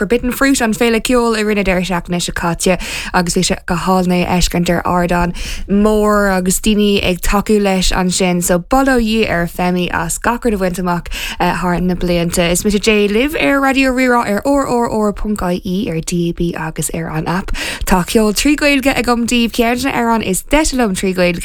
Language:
Irish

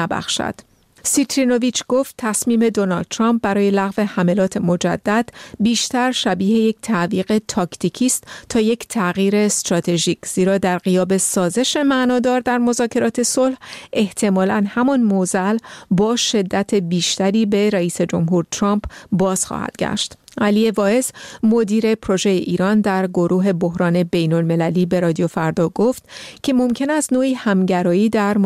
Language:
Persian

